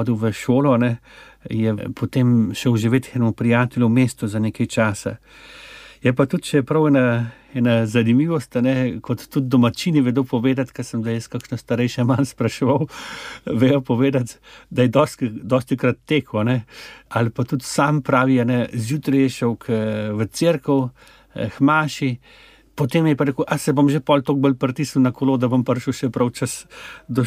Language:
Slovenian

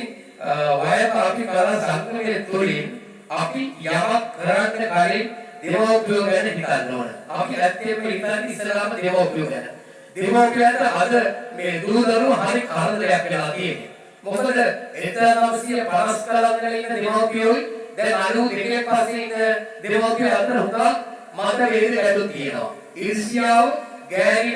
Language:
Sinhala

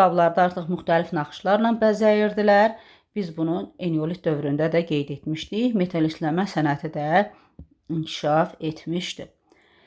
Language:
Azerbaijani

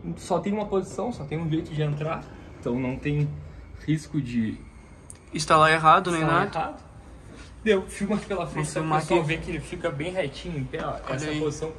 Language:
Portuguese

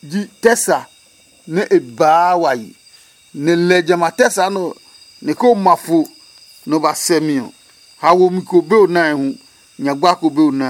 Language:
Adangme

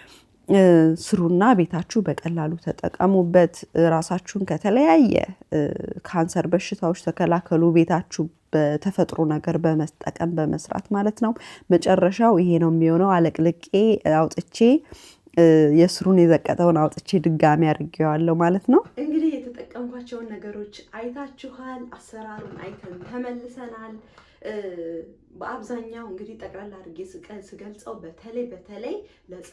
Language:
Amharic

